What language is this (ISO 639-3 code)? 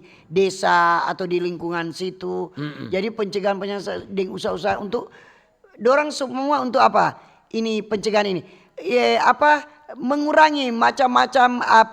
xmm